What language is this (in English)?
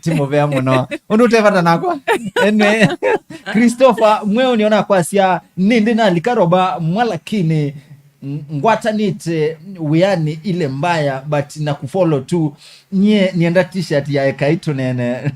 Kamba